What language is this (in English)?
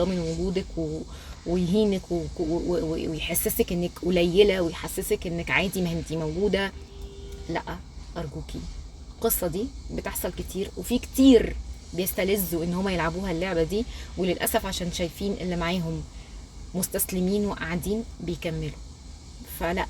Egyptian Arabic